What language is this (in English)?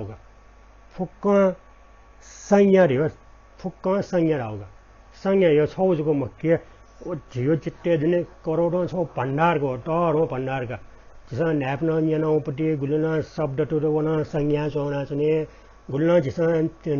Newari